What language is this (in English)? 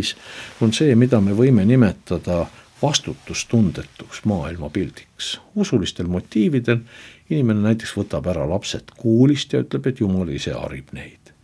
Estonian